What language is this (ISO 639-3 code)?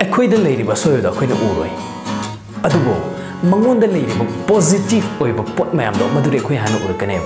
mni